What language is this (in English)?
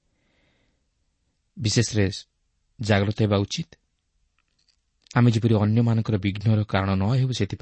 Odia